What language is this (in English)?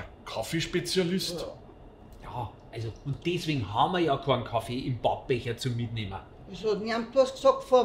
Bavarian